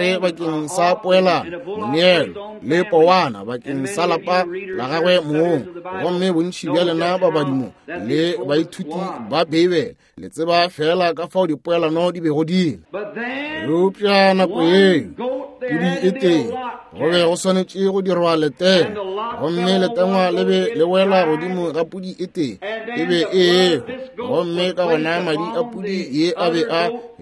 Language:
Northern Sotho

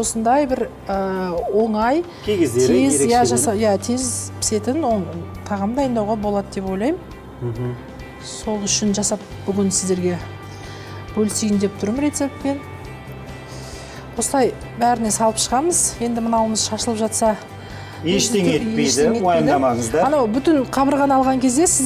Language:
Kazakh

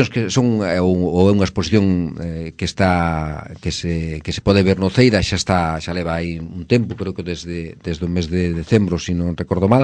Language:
Galician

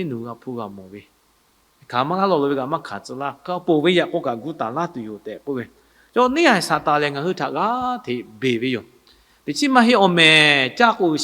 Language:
Lahu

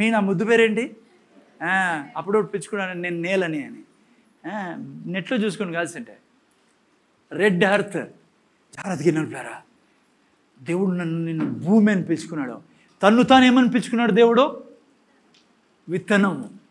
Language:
Telugu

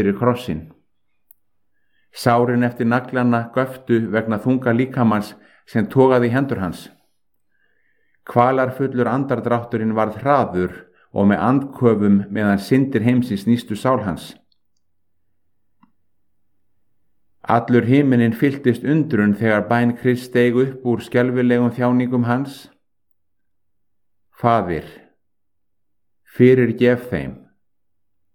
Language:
Icelandic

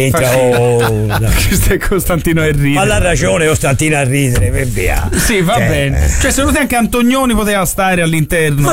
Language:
Italian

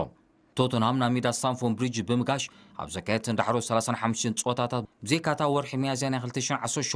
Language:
Tigrinya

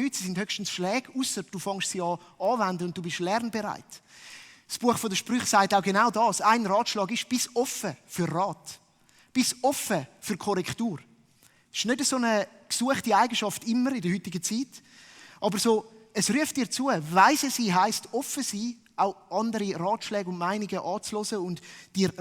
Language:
Swiss German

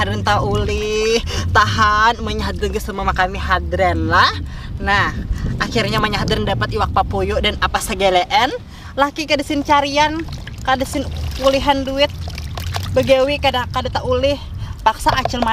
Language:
Banjar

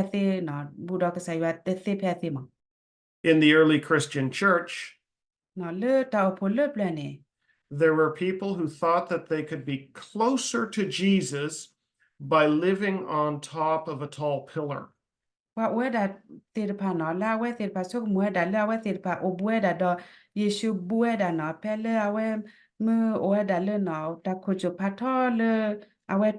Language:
S'gaw Karen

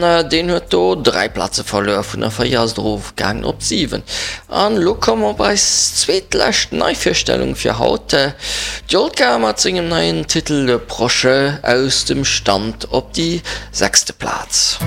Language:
Luxembourgish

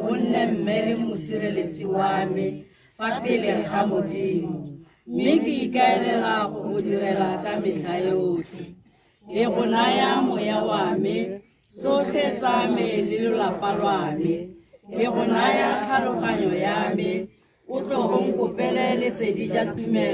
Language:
Tswana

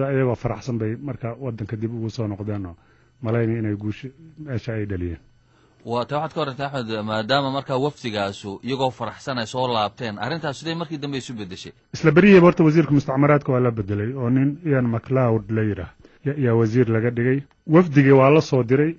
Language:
Somali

